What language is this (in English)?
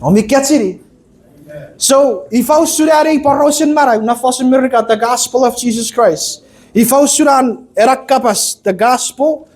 Chuukese